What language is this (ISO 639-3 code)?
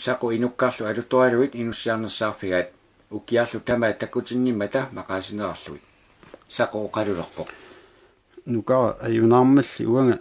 kal